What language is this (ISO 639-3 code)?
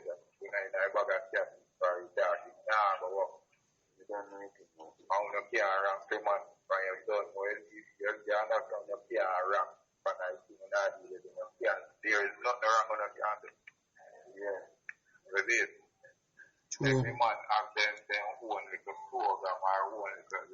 jam